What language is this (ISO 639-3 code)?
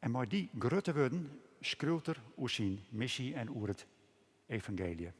fry